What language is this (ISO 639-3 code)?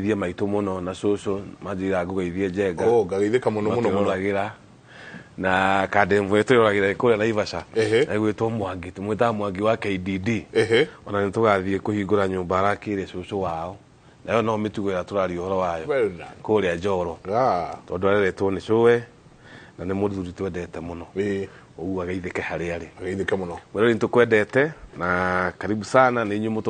kik